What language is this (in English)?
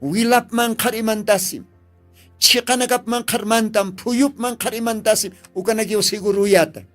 Aymara